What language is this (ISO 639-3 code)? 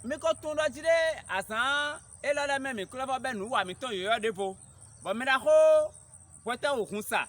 fon